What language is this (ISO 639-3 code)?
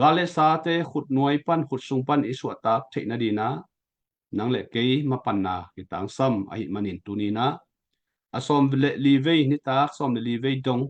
ctd